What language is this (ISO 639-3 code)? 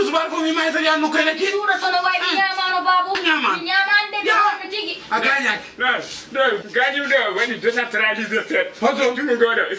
ful